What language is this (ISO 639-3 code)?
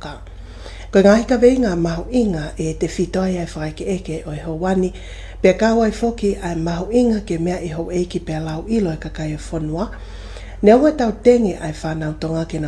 ton